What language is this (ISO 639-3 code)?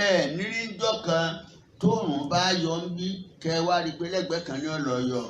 yor